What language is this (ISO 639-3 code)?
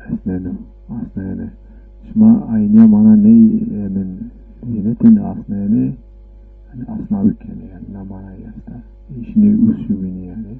zza